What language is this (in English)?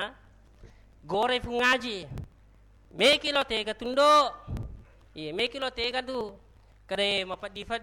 Buginese